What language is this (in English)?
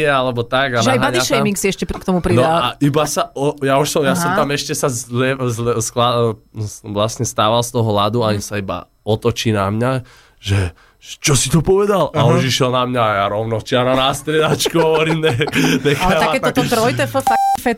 Slovak